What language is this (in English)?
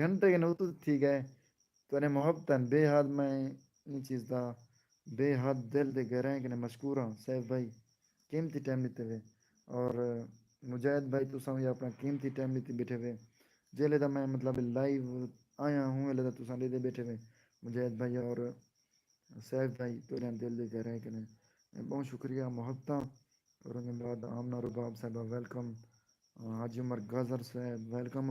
Saraiki